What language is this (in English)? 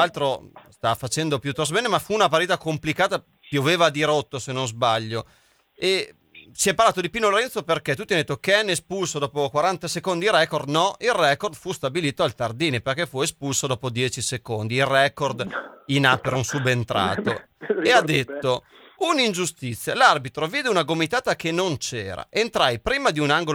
Italian